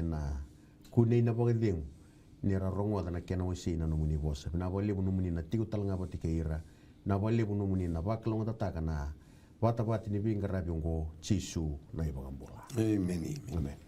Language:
Fijian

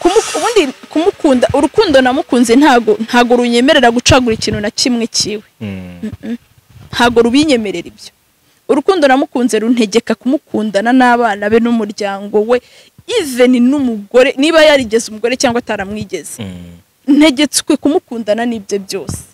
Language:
Kinyarwanda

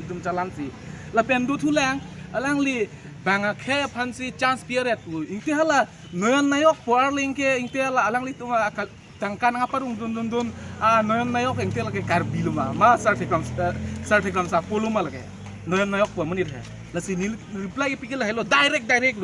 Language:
Karbi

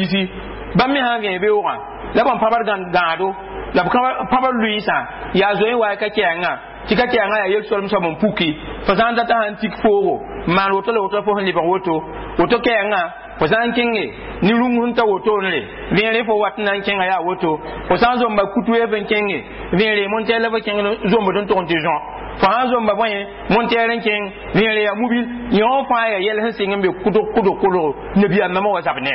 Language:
Mossi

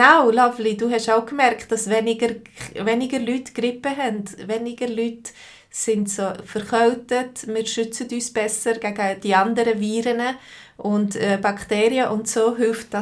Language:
Swiss German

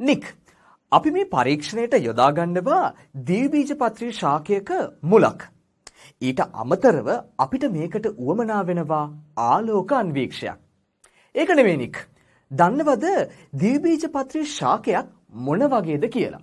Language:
Sinhala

